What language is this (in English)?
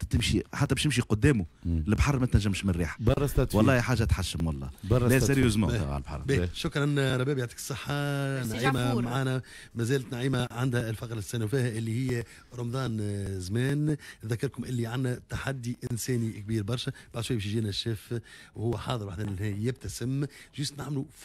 Tunisian Arabic